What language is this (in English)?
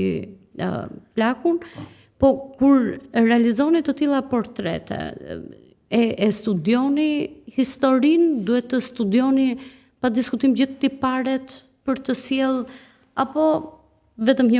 Albanian